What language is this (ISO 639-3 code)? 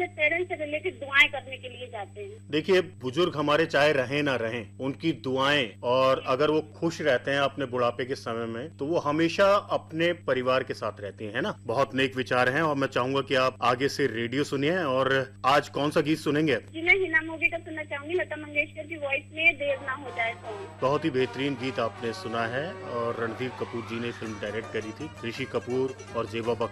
hin